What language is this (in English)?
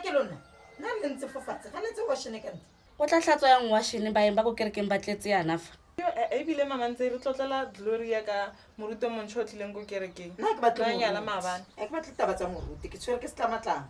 Tswana